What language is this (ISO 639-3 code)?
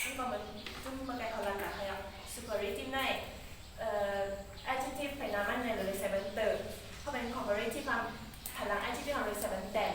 shn